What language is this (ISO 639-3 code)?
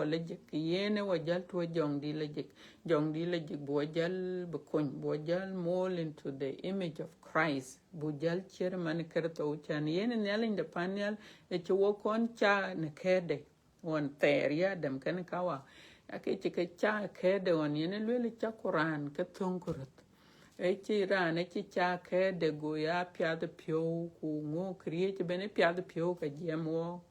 din